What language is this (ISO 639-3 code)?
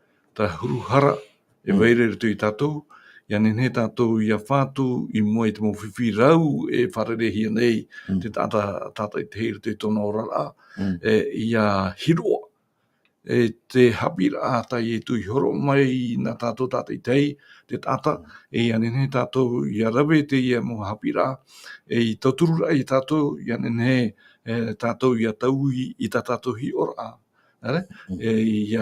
tah